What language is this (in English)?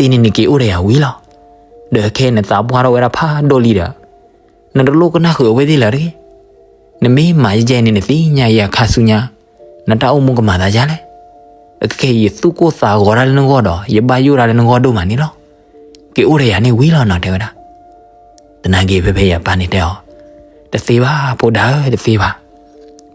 S'gaw Karen